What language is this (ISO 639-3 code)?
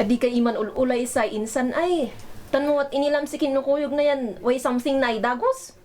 kne